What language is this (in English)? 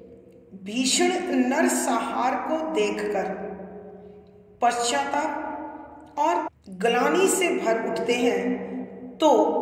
Hindi